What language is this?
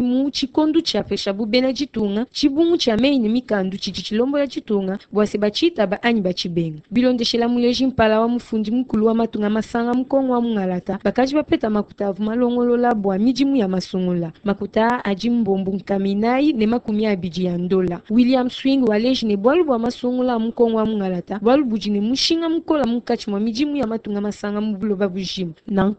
Luba-Lulua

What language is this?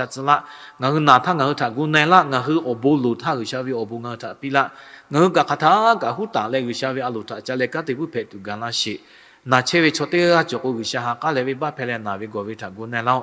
Lahu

